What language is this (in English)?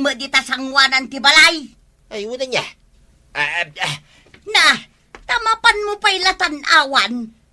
Iloko